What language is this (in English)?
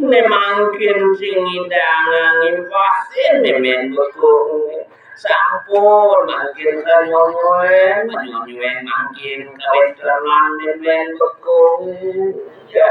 Balinese